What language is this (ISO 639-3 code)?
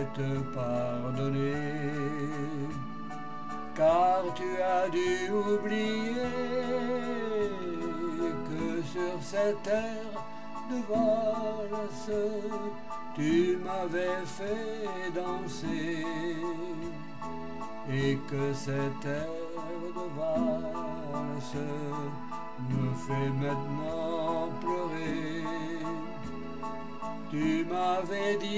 fra